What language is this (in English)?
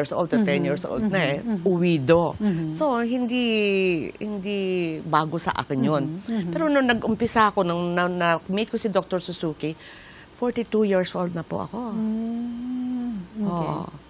Filipino